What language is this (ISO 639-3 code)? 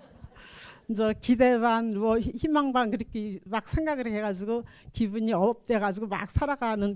kor